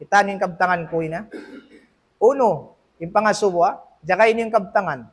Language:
Tausug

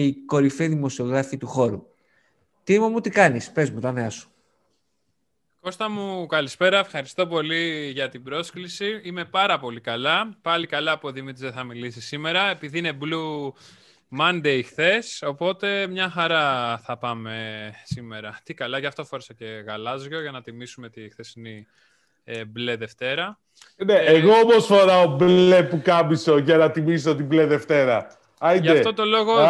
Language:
Greek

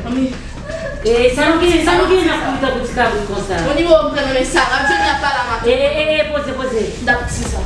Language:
Haitian Creole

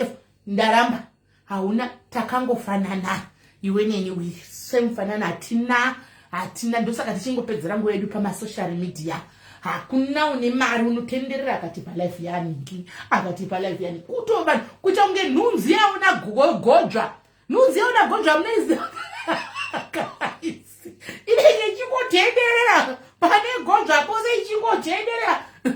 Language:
Shona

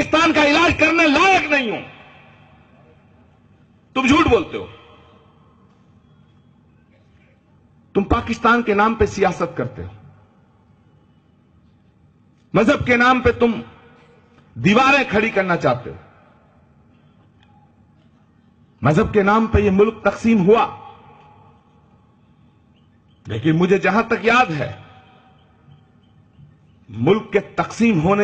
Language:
Urdu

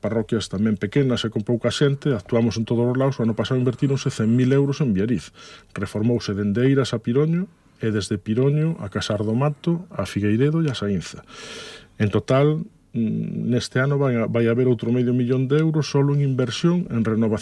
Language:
Galician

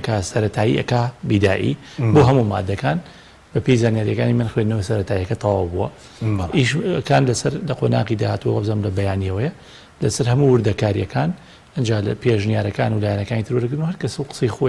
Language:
Central Kurdish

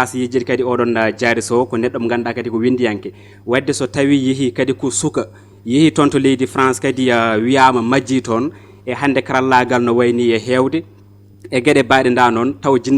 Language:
Fula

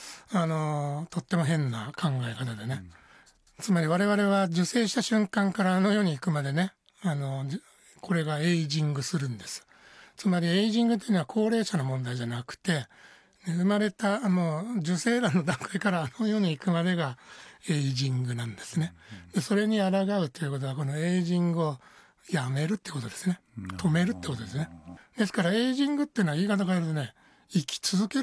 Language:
Japanese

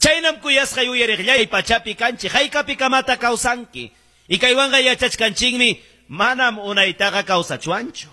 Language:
Ayacucho Quechua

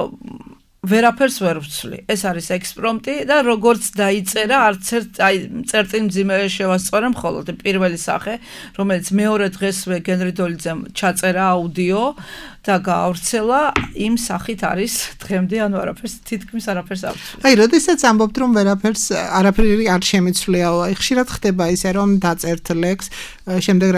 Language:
Georgian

